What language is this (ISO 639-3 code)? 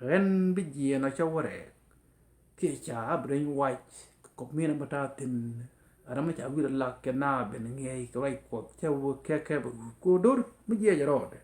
nus